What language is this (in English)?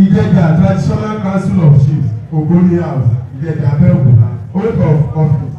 Yoruba